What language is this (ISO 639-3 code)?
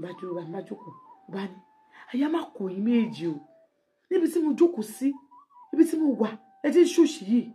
yor